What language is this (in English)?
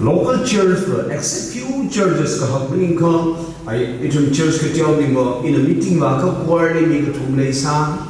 Tangkhul Naga (India)